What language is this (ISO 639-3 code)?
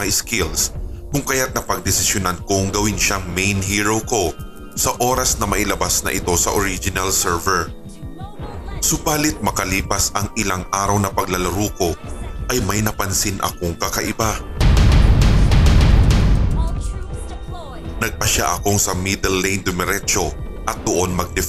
fil